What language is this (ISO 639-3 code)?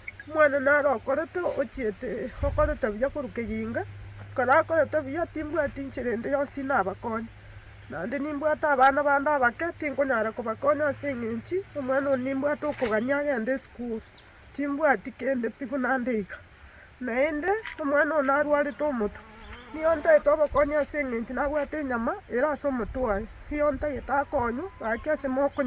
guz